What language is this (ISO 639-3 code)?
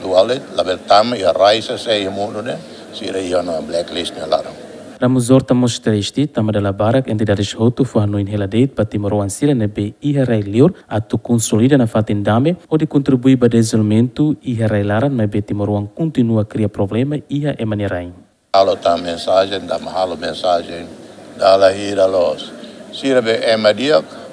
tet